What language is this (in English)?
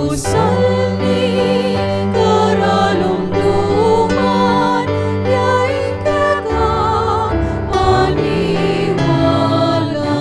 Pampanga